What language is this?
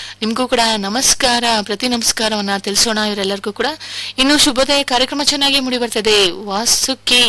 Kannada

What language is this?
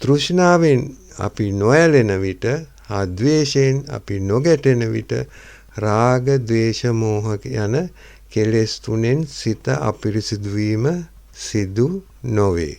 Sinhala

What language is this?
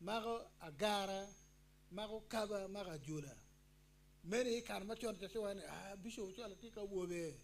Acoli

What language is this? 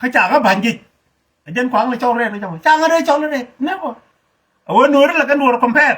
Nuer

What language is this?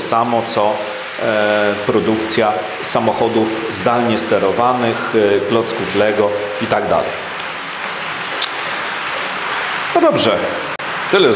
Polish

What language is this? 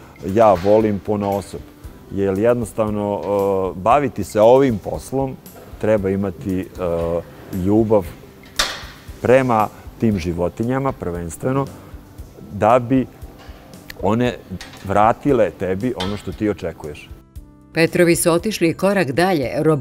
Serbian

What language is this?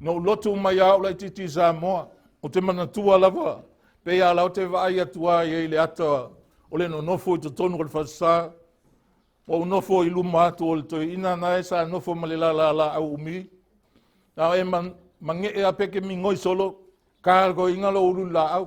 Samoan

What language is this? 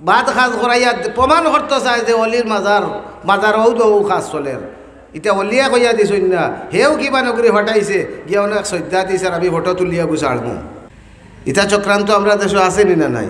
Sylheti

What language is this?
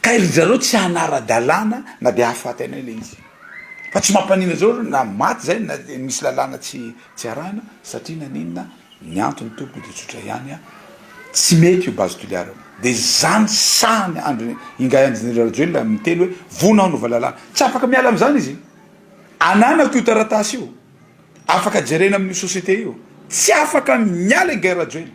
Malagasy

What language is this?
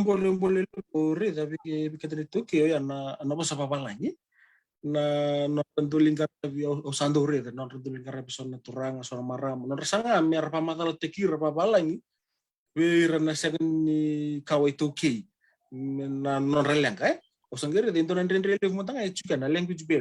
Fijian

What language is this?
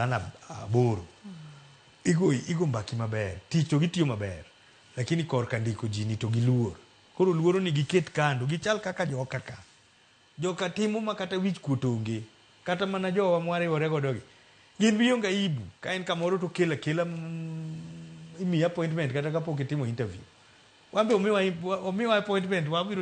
Luo (Kenya and Tanzania)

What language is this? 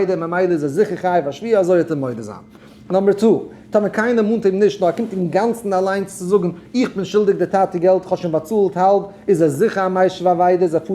Yiddish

